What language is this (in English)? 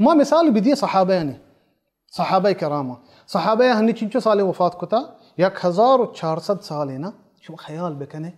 Baluchi